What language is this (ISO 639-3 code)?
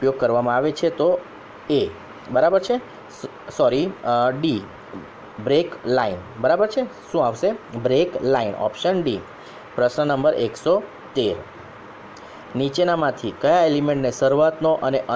guj